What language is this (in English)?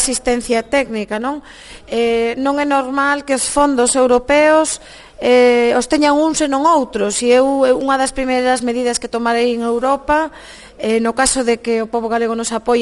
Galician